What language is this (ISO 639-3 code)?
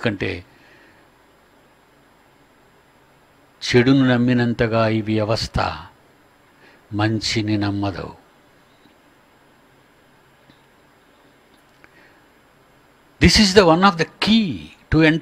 tel